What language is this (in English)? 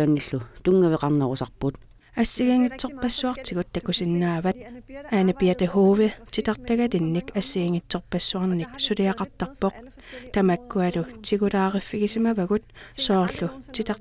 Kalaallisut